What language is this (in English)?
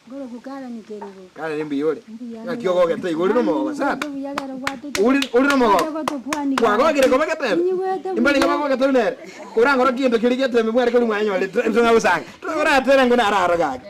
Gusii